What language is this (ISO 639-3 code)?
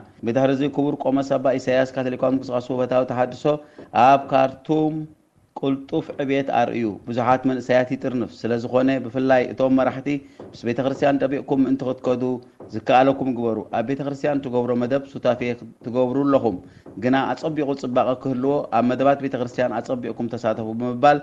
tir